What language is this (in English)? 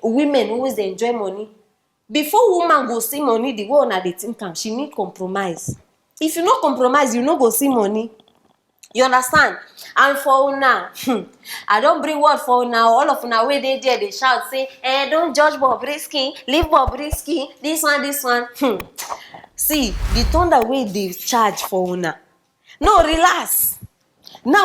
Nigerian Pidgin